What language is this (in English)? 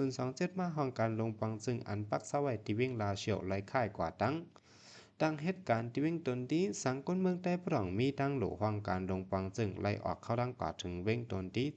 Shan